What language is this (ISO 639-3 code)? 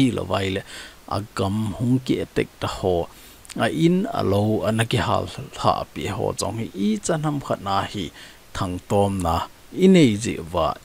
tcz